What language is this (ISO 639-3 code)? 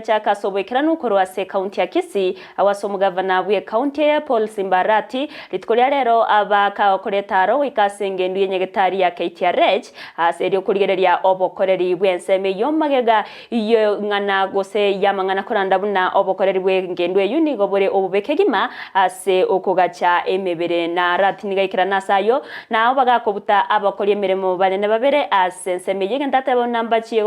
guz